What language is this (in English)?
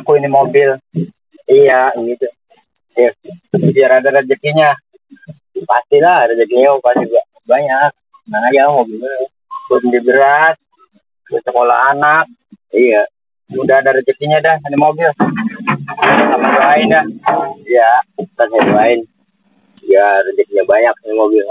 Betawi